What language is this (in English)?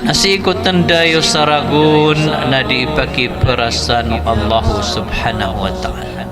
Maranao